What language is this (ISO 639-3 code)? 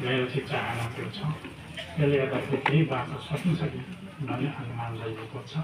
nep